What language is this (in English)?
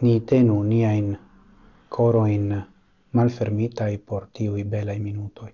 Esperanto